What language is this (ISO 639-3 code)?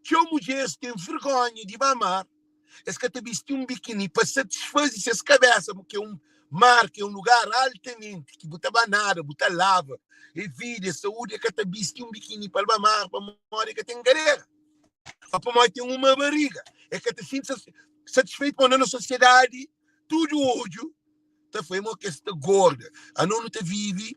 kea